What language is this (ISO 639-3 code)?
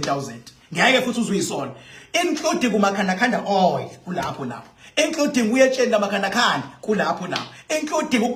zul